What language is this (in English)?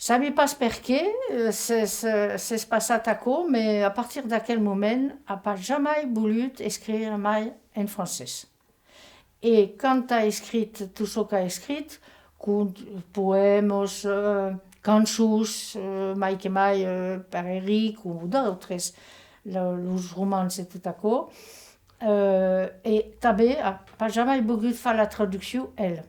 Occitan